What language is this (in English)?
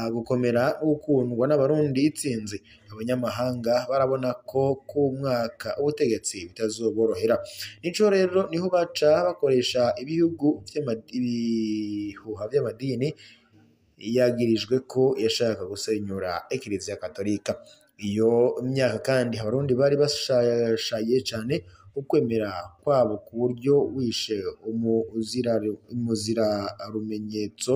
Rundi